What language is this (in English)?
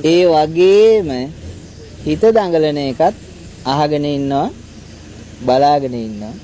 Sinhala